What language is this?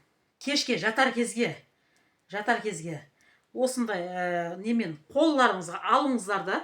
Kazakh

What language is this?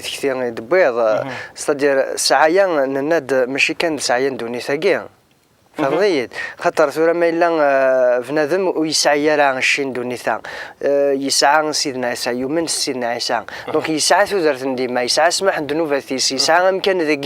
Kabyle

